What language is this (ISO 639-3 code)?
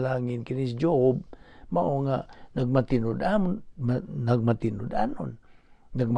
ceb